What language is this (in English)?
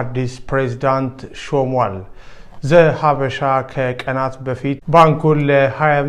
Amharic